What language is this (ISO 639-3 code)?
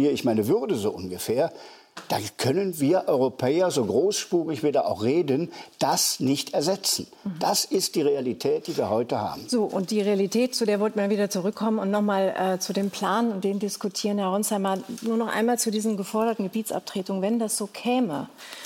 deu